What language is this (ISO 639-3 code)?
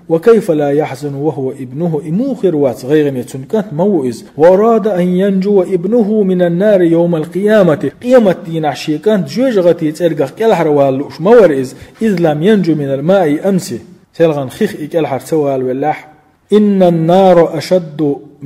che